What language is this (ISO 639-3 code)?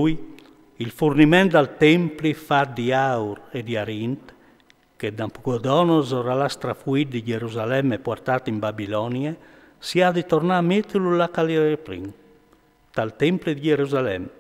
fur